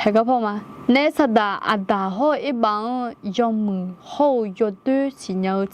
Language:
Akha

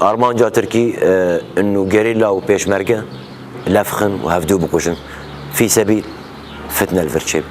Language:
Kurdish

